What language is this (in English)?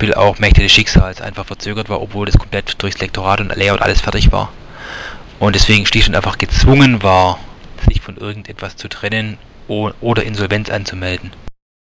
German